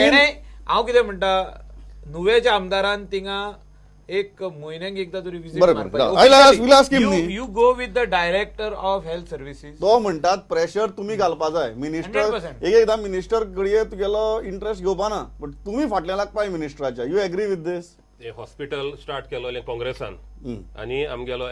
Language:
Konkani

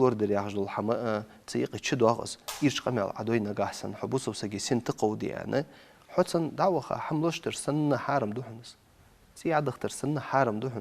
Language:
Ingush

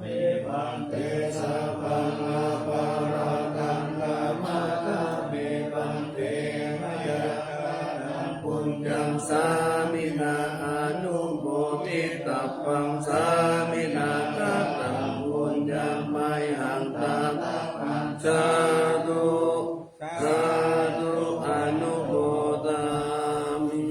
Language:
Pali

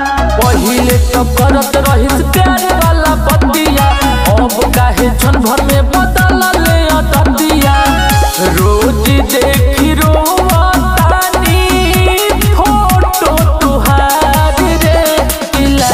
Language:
Bhojpuri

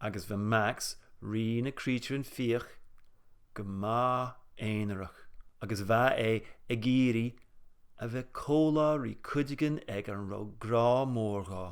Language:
Scottish Gaelic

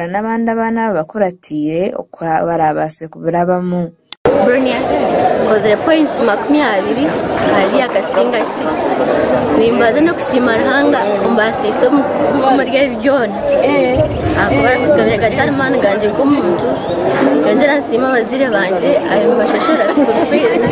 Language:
Nyankole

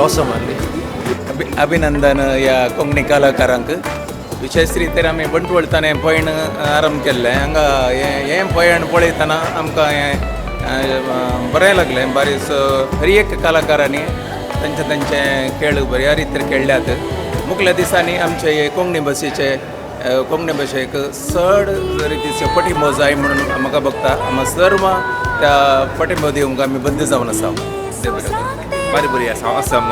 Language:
Konkani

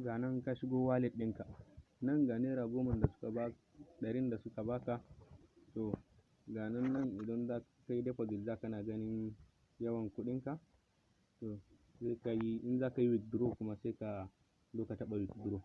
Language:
Hausa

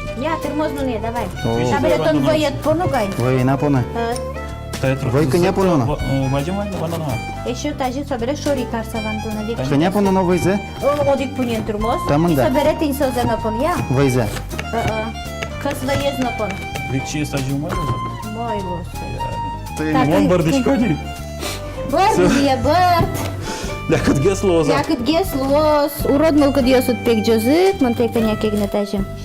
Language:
Udmurt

